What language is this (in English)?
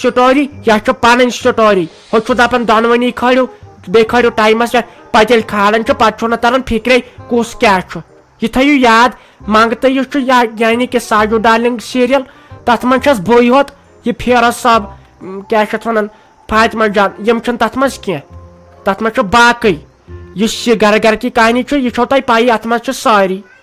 Kashmiri